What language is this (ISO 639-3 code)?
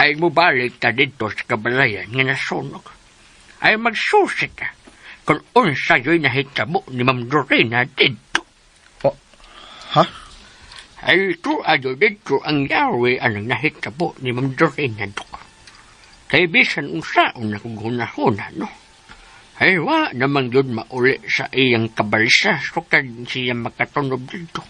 ceb